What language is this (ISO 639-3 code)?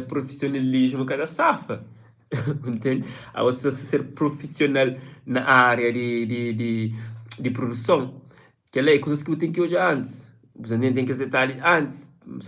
kea